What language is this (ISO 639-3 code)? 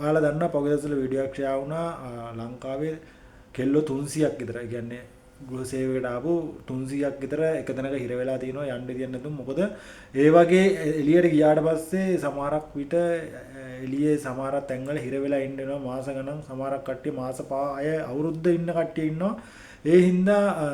sin